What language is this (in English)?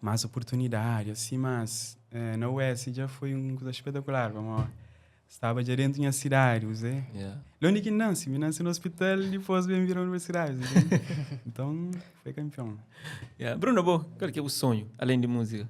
Kabuverdianu